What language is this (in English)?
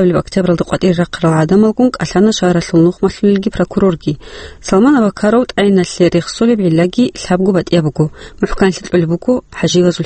Avaric